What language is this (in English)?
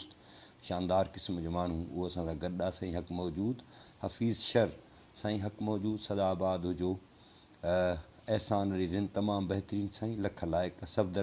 Sindhi